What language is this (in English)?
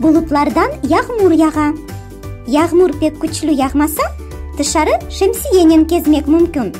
Crimean Tatar